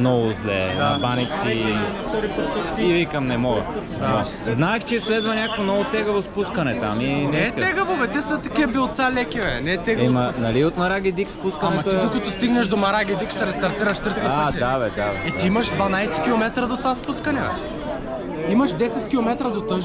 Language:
Bulgarian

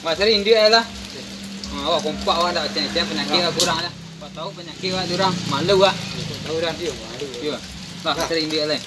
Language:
Minangkabau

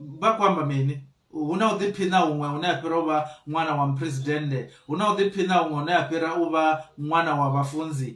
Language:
Venda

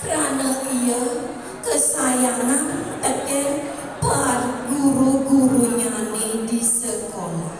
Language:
Balinese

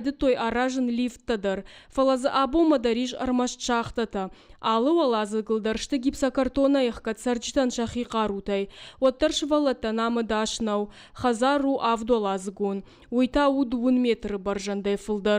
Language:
Ossetic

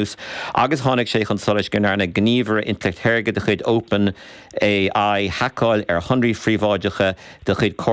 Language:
Irish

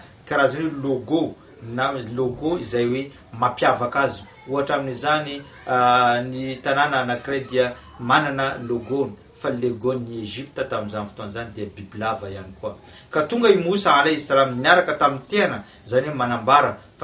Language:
Malagasy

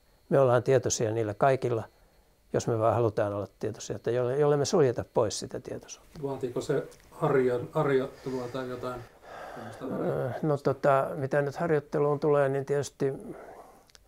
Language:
Finnish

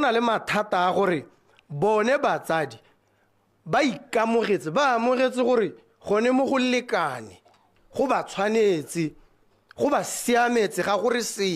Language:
Tswana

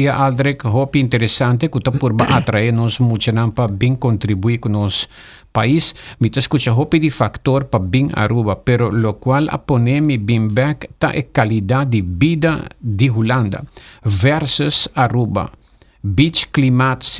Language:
Papiamento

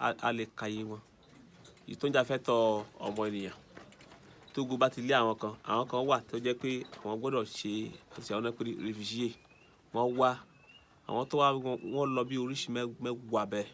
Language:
Yoruba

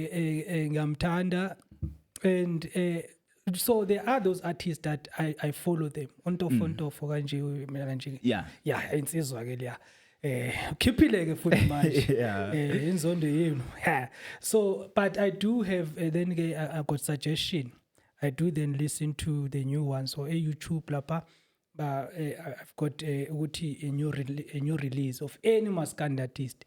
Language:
Zulu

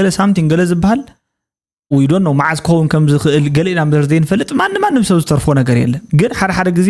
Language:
Tigrinya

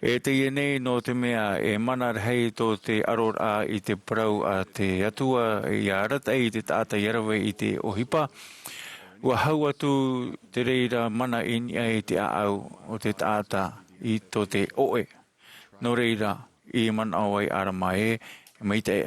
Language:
Tahitian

